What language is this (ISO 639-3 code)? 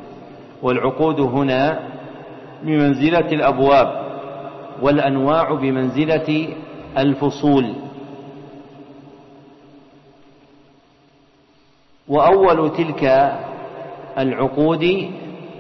ara